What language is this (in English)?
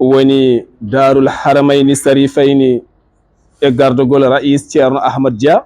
Fula